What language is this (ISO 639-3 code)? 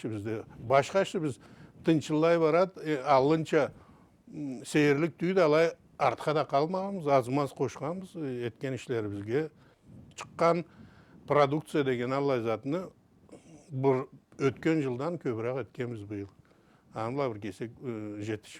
krc